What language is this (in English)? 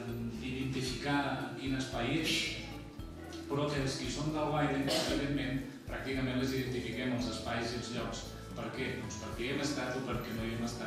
Catalan